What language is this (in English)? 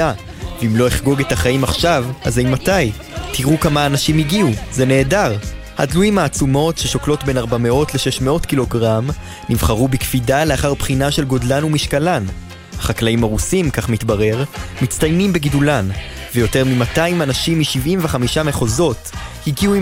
Hebrew